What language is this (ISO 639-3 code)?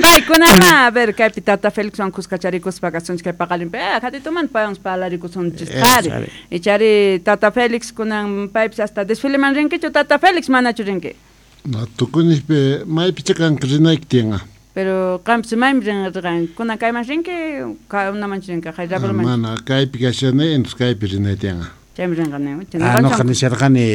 quh